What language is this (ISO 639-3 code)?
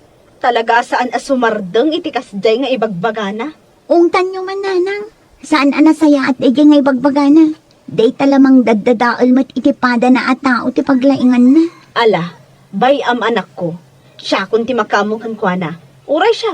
ilo